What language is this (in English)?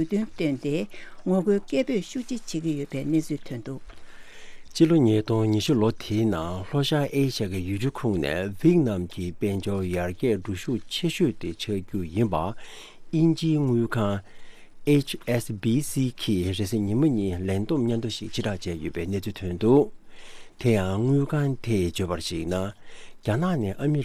Tibetan